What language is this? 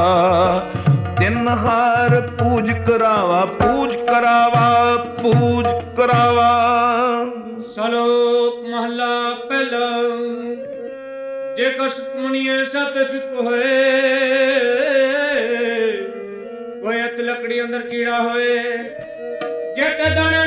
Punjabi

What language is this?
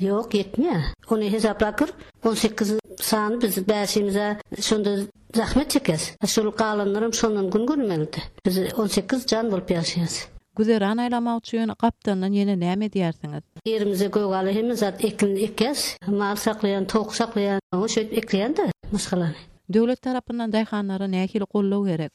Turkmen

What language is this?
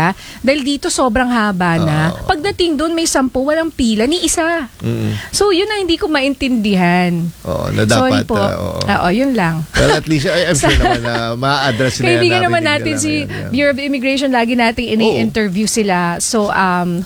Filipino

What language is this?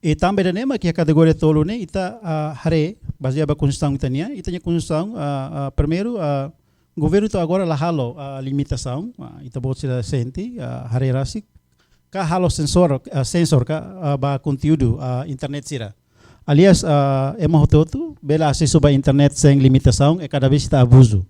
Tetum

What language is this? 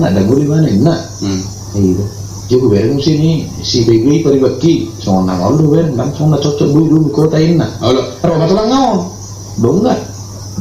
Batak Toba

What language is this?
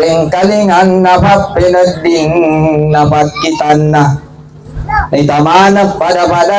Buginese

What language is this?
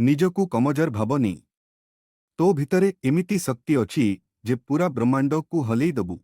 Odia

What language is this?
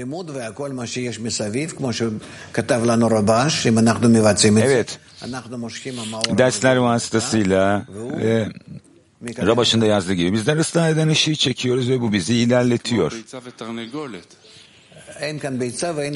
Turkish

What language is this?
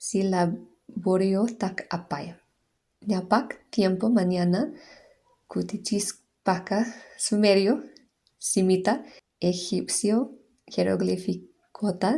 Quechua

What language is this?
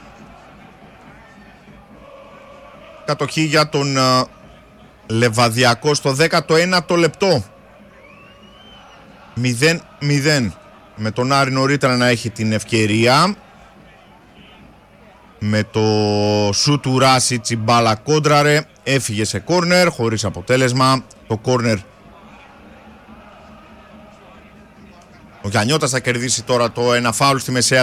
Greek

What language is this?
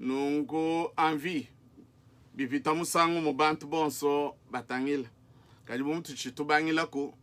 Luba-Lulua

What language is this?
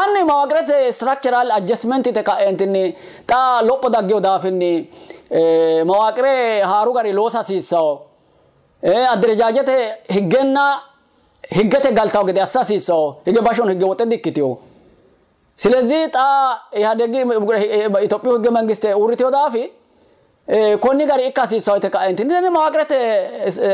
Sidamo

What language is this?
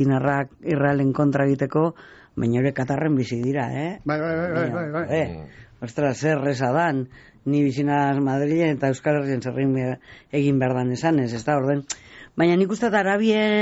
Basque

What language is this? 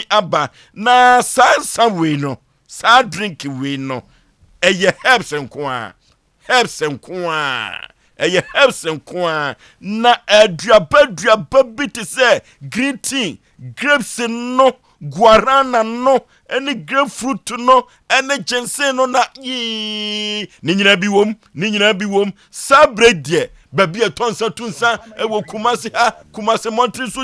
Akan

